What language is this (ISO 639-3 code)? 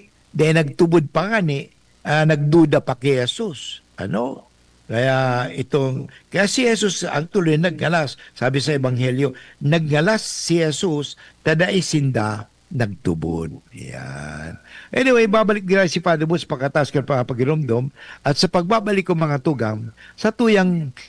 bik